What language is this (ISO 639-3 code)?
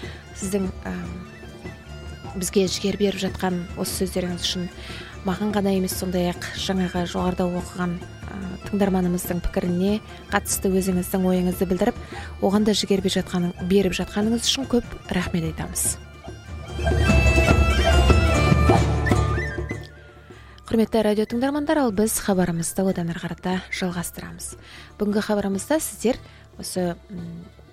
kaz